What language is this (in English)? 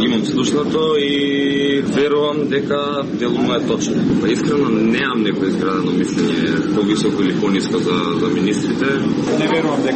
Macedonian